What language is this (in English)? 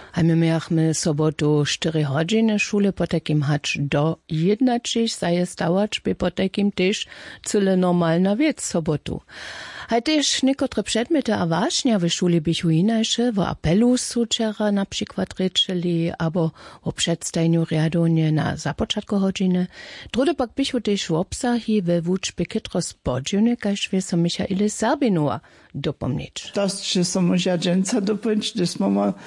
Upper Sorbian